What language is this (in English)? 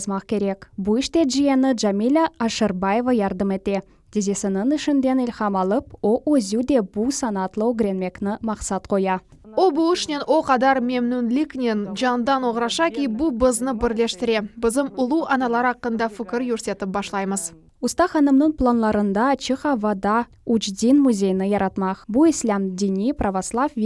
Crimean Tatar